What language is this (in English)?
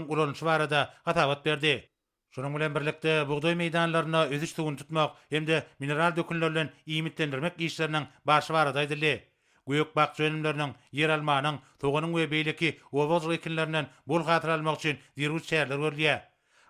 Turkmen